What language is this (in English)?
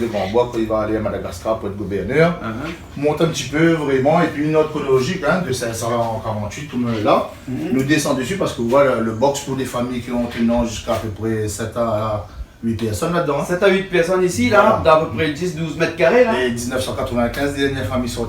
Réunion Creole French